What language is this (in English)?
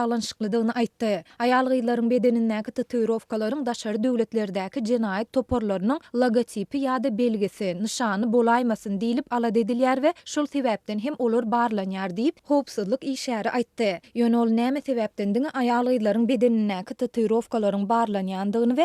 Turkmen